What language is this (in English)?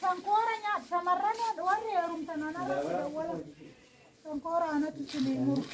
Oromo